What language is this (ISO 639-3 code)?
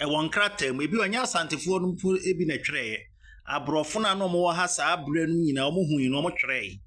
aka